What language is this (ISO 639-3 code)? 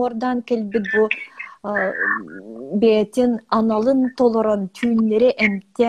sah